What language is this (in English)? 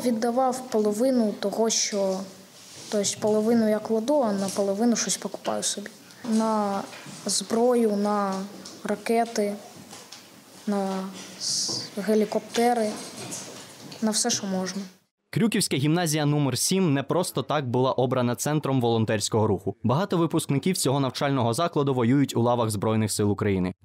Ukrainian